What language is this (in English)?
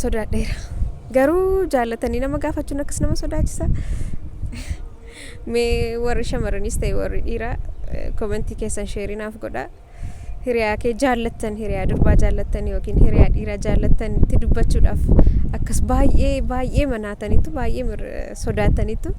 Oromo